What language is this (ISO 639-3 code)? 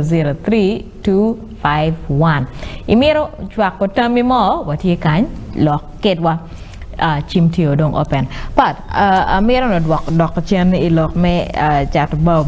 ach